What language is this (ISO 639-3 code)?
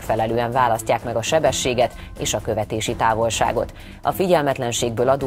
hun